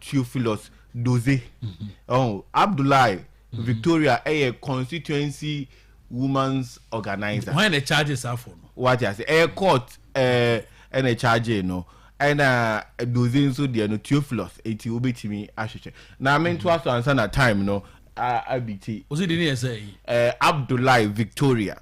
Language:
Akan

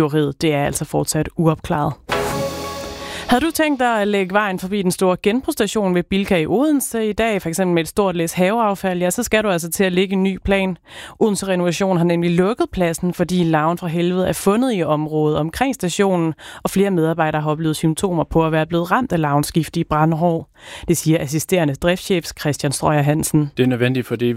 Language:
Danish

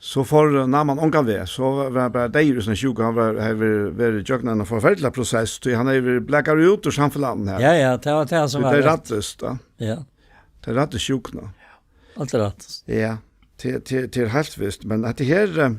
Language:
Faroese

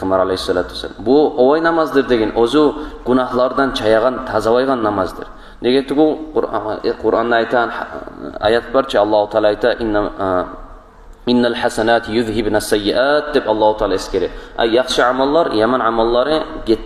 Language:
Kumyk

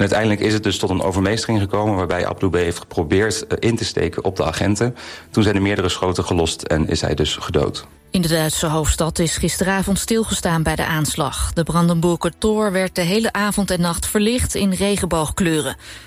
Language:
Dutch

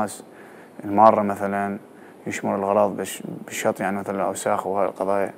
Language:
Mesopotamian Arabic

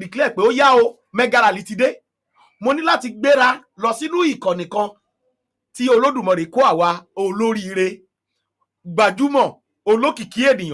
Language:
Yoruba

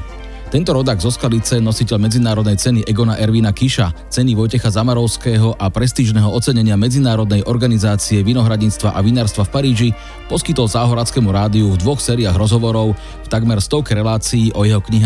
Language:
Slovak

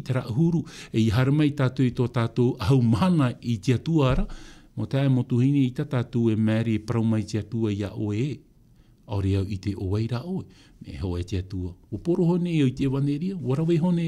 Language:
Tahitian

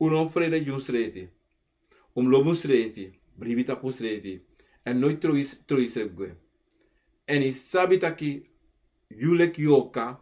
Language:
Sranan Tongo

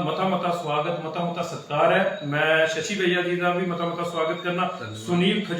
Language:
Dogri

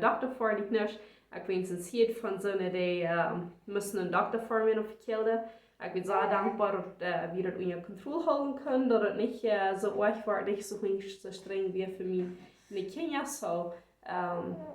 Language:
Plautdietsch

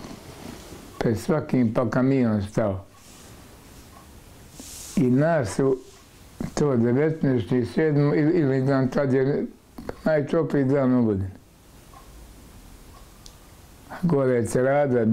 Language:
Bosnian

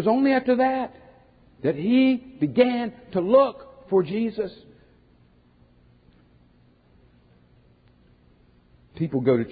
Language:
English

